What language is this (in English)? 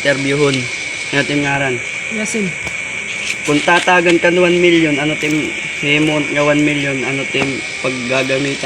Waray